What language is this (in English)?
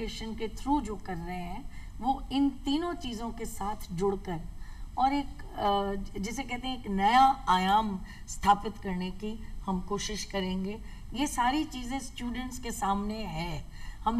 Hindi